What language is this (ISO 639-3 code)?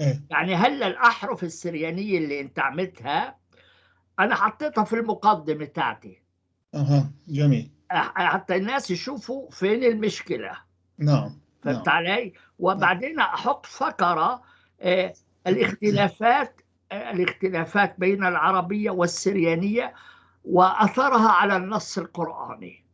apc